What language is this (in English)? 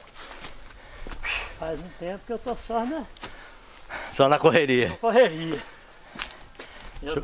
Portuguese